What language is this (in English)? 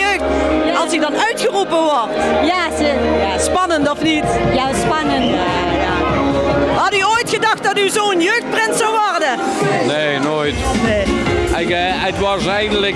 Limburgish